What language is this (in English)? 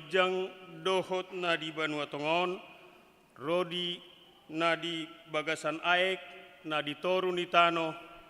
Batak Toba